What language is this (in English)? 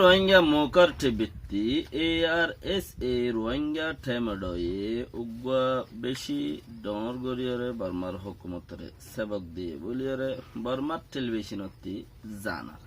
Rohingya